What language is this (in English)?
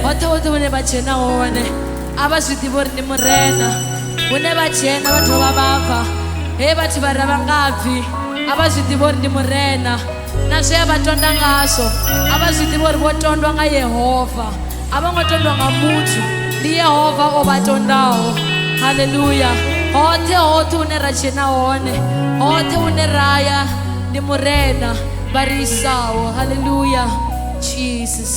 Venda